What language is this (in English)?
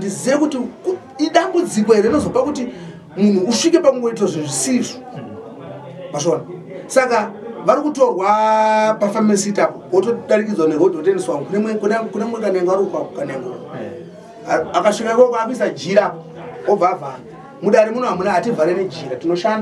Shona